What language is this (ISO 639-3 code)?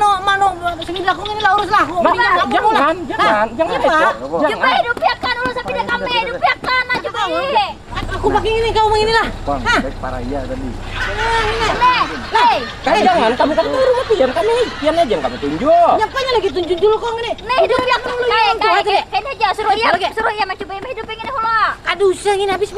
bjn